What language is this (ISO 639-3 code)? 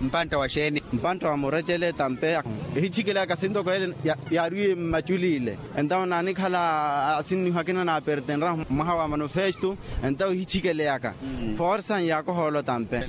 vmw